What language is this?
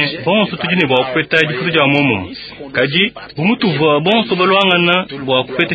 Luba-Lulua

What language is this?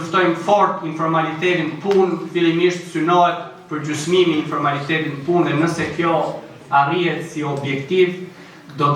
Albanian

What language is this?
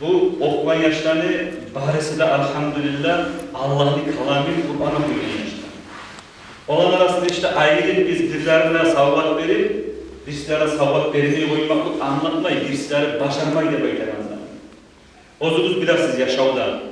Kumyk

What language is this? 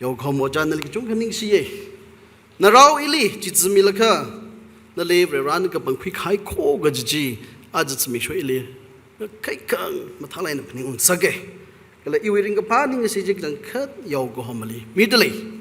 Tangkhul Naga (India)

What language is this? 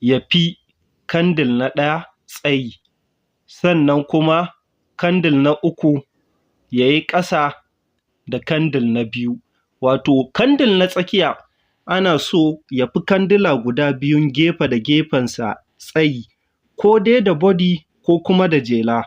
Hausa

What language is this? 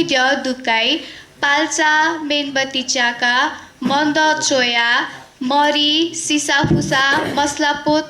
Newari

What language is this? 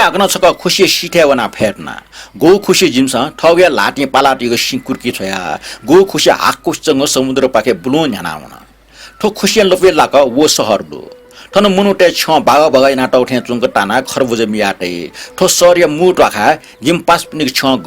Newari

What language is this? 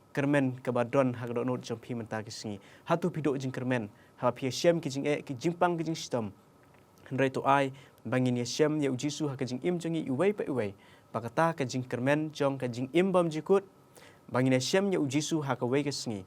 Khasi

